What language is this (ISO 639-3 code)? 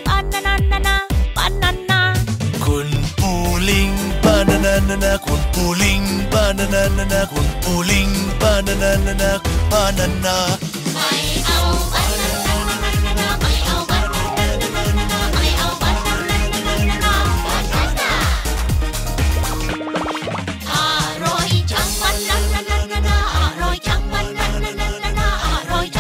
tha